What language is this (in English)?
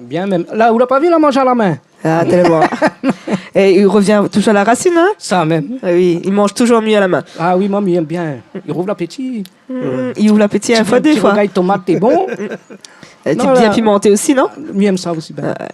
Réunion Creole French